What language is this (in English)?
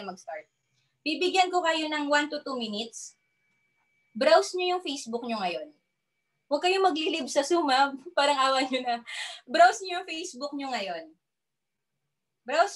Filipino